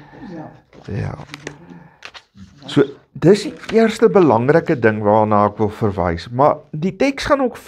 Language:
Afrikaans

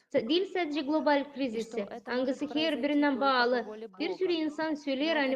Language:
Gagauz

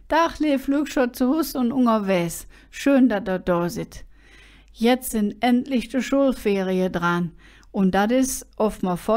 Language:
Colognian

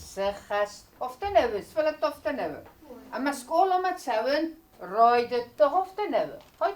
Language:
Ossetic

